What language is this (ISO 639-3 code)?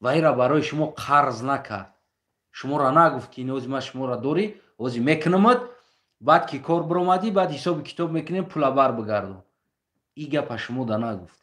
tgk